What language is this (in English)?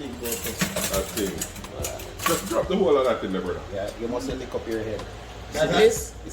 Jamaican Creole English